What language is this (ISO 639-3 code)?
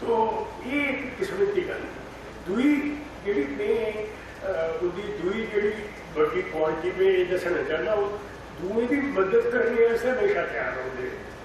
doi